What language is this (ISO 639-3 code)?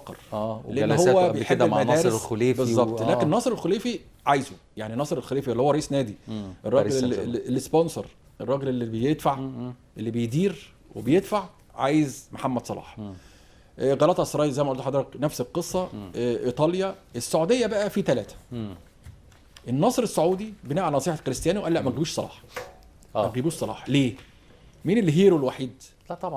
arz